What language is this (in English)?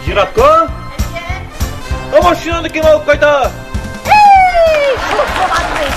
Tatar